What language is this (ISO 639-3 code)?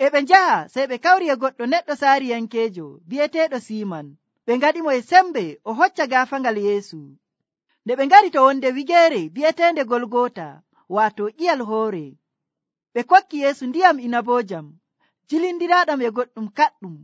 fuv